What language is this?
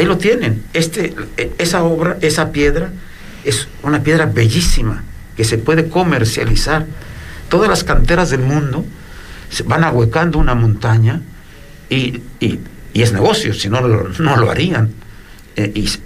Spanish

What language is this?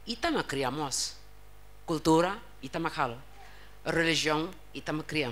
Tetum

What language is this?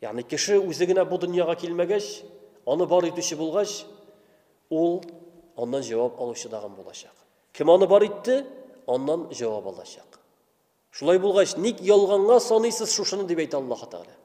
Tatar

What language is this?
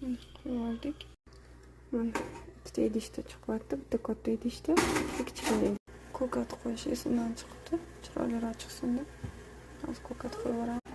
Uzbek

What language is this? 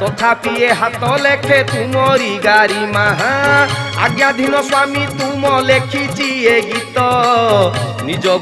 Odia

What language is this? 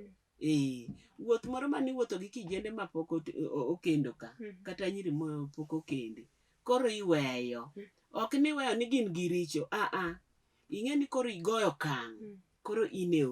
Luo (Kenya and Tanzania)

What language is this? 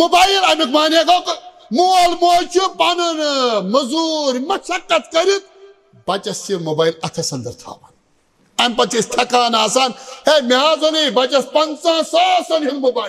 Kashmiri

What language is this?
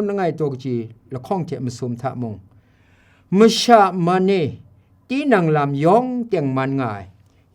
Kachin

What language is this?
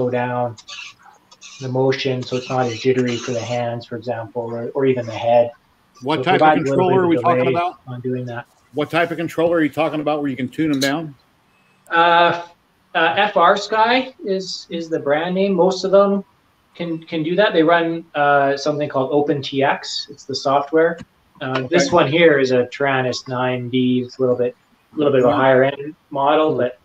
English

